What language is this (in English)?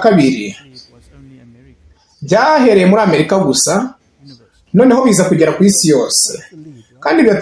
Kinyarwanda